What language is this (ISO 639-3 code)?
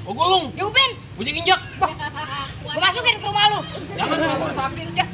bew